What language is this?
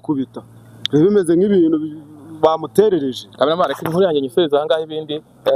Kinyarwanda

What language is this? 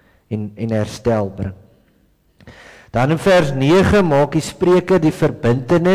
Afrikaans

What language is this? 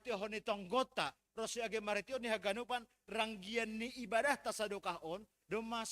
Batak Simalungun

